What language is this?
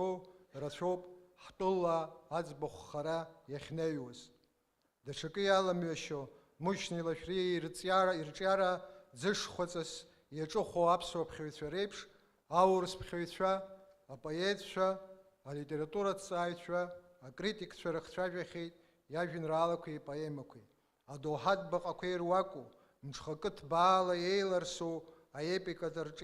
Abkhazian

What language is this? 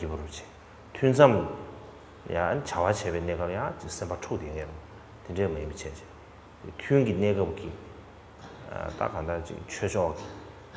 Tibetan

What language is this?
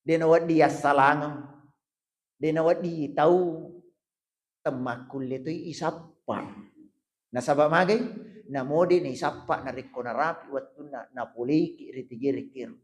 Buginese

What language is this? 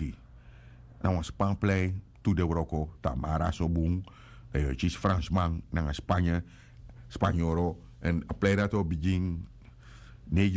Sranan Tongo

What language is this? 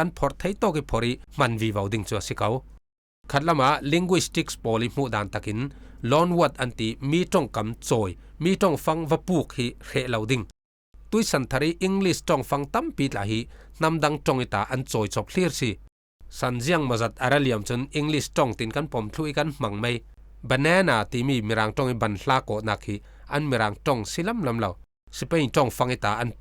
Falam Chin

